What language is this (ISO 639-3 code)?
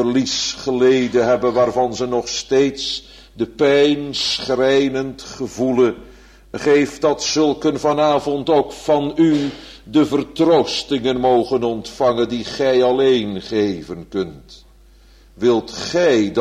nld